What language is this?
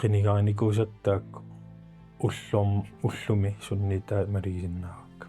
Kalaallisut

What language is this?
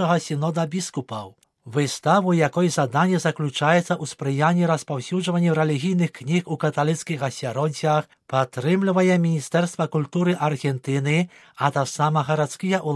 Belarusian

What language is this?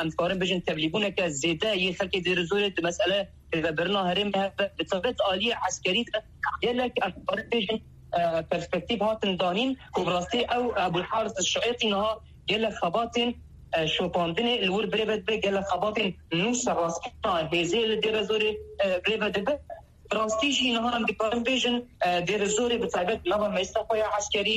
Kurdish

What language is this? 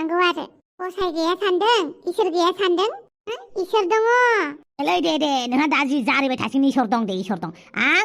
Bodo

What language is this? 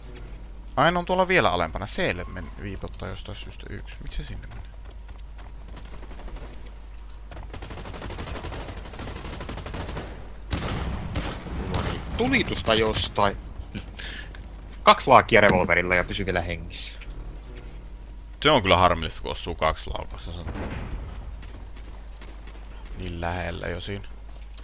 Finnish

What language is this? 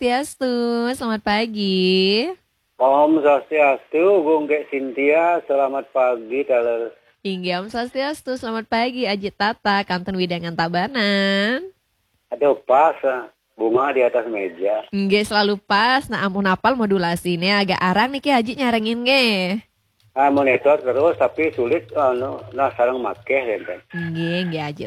Balinese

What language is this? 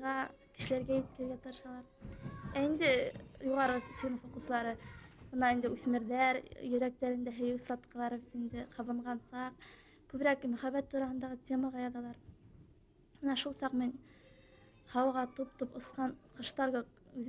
Bashkir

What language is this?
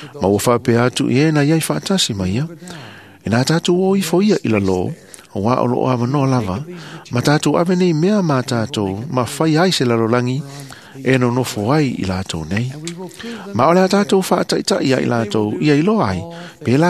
Samoan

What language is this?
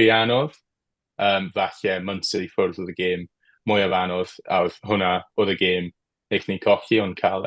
Welsh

